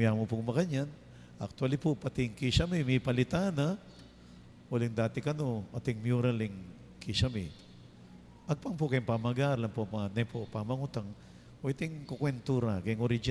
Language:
Pampanga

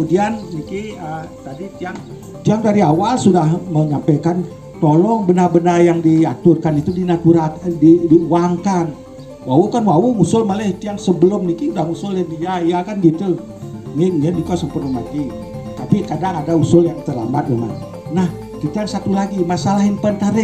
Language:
Balinese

